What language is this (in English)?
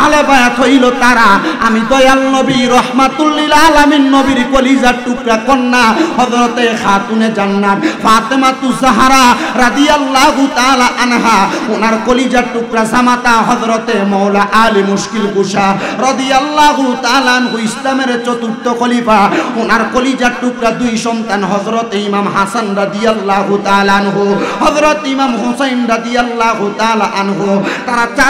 Bangla